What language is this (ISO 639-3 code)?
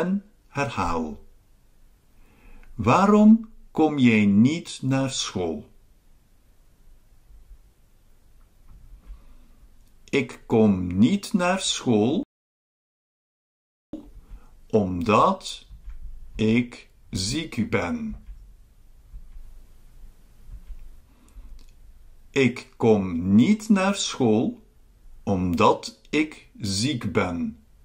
nld